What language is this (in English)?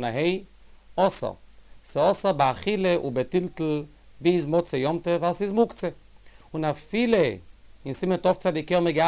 Yiddish